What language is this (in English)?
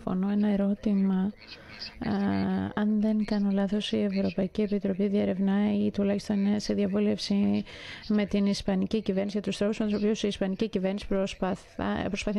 Greek